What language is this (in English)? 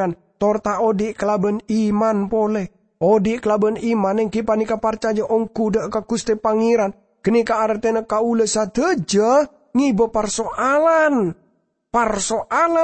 Madurese